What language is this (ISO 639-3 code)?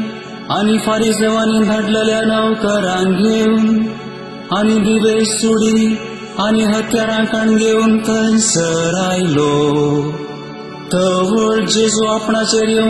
kok